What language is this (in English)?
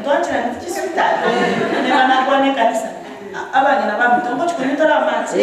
Gusii